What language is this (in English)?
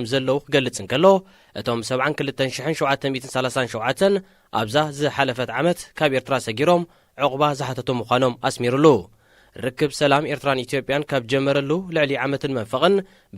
Tigrinya